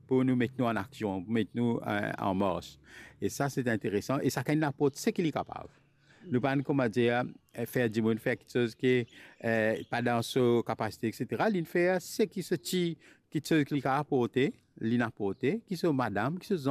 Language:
Morisyen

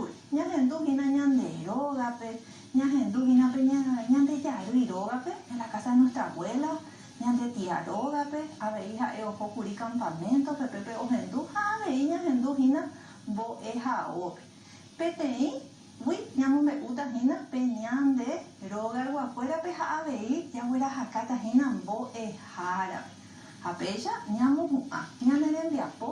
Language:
Guarani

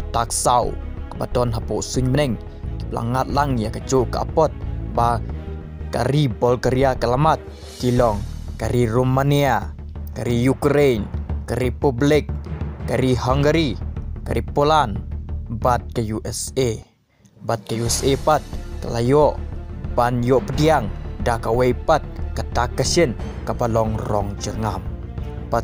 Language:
Khasi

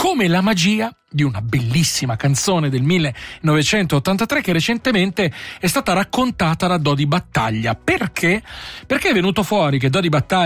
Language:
Italian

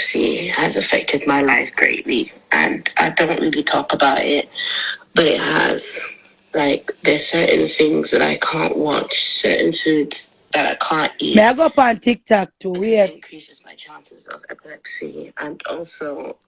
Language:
Jamaican Creole English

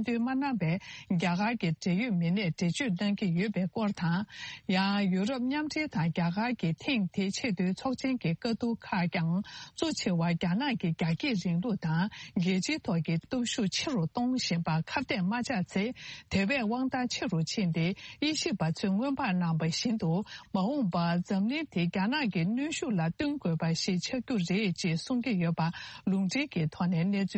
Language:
Tibetan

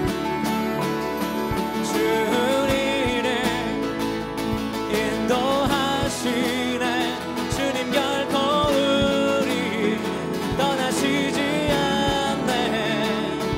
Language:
Korean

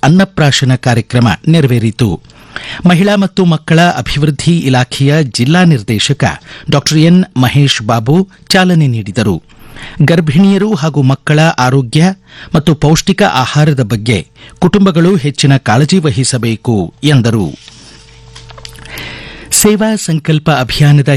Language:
Kannada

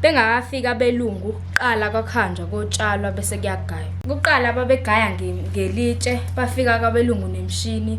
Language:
Zulu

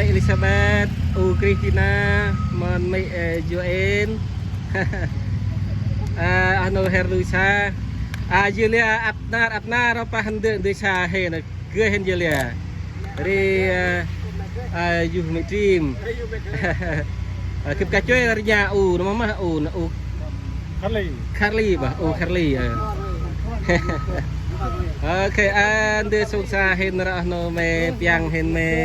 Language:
Central Mnong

